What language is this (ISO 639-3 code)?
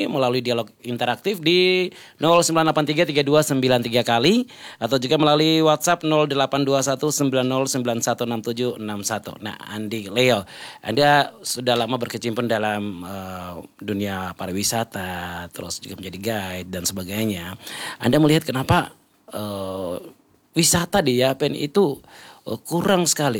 ind